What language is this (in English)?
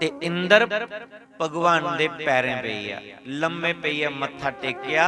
Dogri